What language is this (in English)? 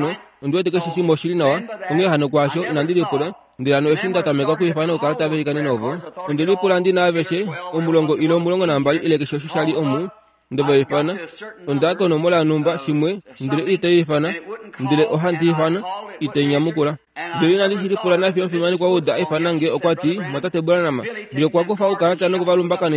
Kuanyama